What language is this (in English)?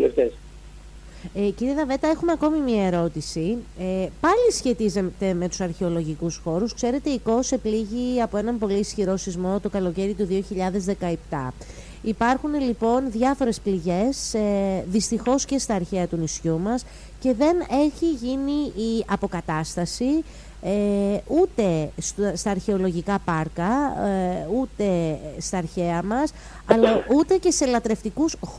Greek